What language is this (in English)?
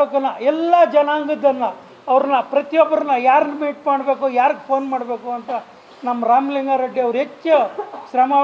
Kannada